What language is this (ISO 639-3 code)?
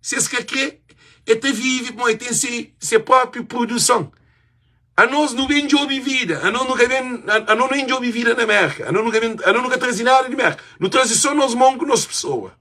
kea